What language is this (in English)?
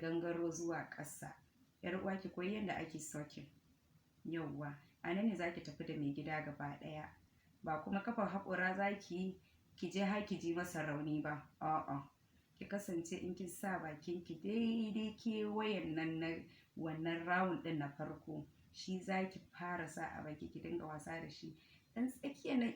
Hausa